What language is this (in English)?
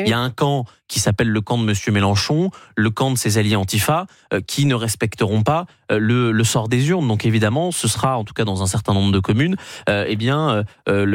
French